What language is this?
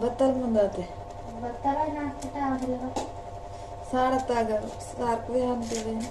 Adilabad Gondi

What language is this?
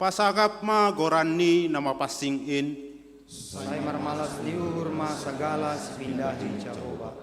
Batak Simalungun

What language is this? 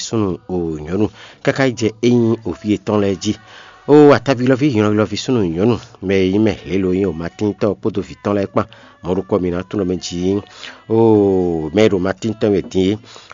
Fon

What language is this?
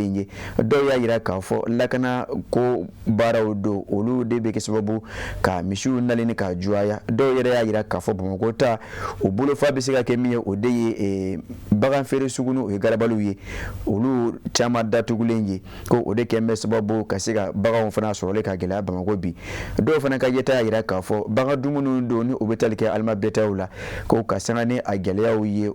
Bambara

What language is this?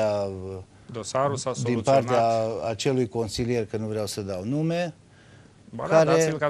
Romanian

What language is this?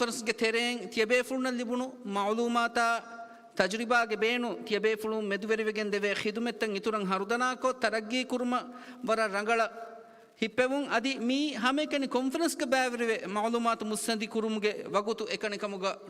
Divehi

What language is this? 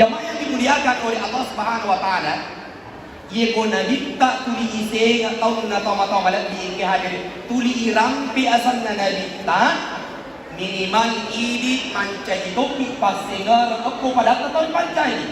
Buginese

